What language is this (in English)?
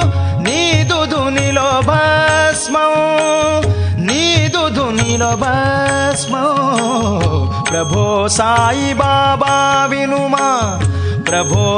Telugu